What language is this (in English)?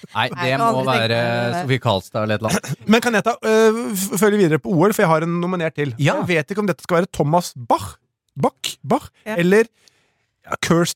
Norwegian